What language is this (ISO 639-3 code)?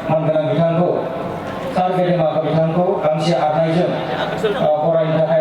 brx